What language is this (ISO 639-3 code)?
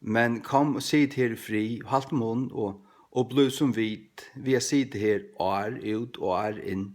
fao